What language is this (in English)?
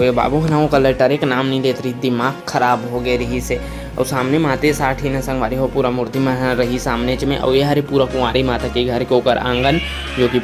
Chhattisgarhi